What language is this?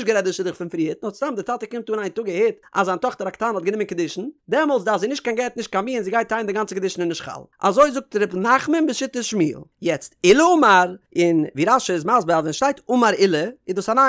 Yiddish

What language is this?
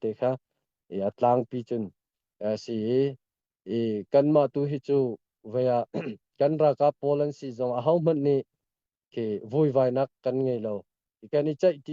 Hakha Chin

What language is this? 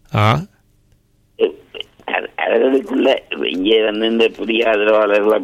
Tamil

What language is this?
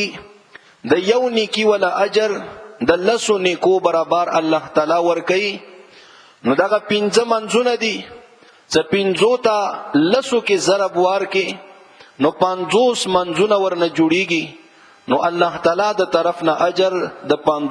Pashto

